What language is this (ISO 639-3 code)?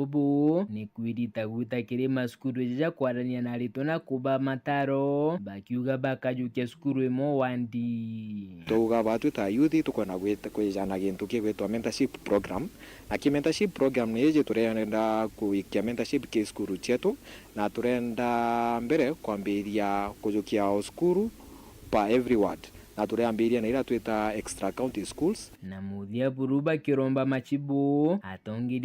mer